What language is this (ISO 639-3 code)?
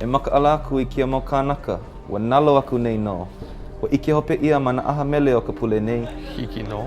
haw